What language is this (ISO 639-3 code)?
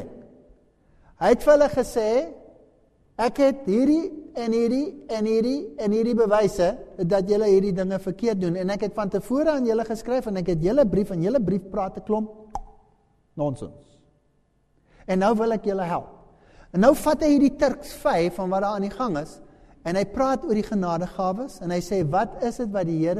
afr